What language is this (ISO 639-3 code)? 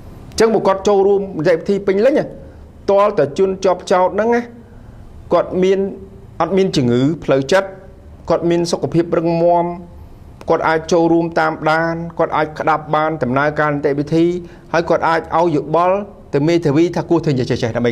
khm